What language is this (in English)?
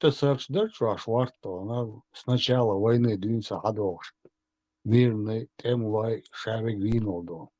Chechen